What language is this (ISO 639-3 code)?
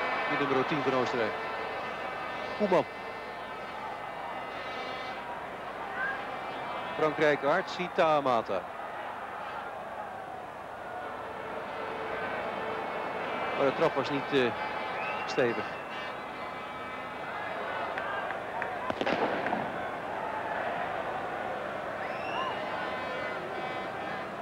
nld